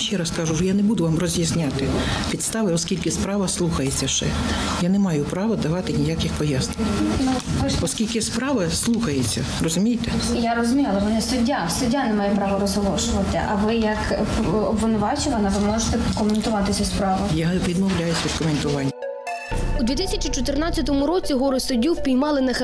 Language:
Ukrainian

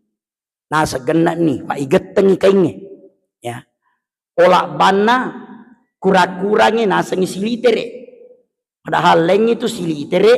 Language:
Buginese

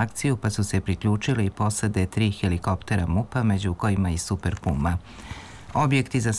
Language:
Serbian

